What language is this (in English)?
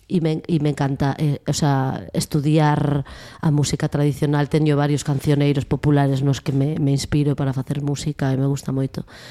Galician